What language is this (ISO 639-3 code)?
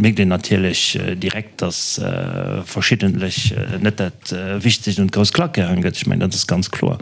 ltz